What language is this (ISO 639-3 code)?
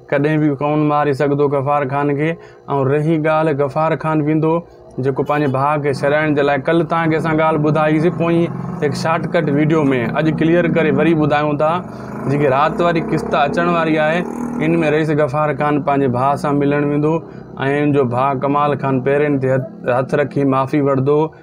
snd